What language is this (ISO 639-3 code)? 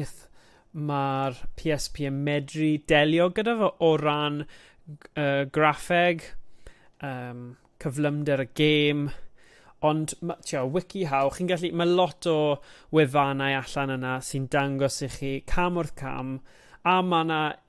cym